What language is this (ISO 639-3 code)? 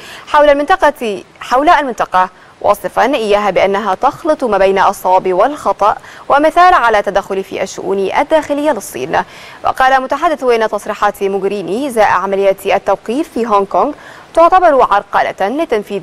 ara